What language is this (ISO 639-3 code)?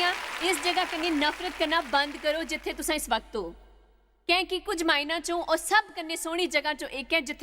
doi